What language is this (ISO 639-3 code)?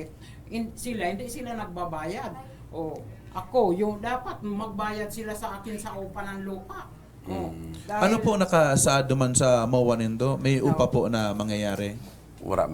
bik